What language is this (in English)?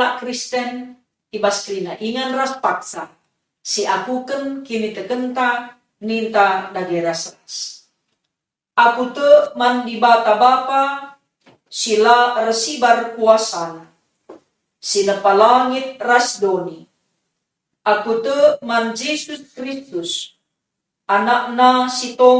Batak Karo